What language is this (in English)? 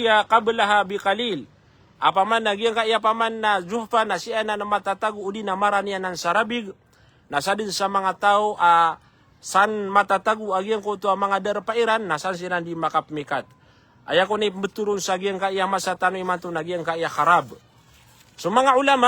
Maranao